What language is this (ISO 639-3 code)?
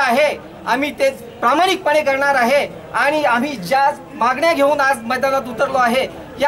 mar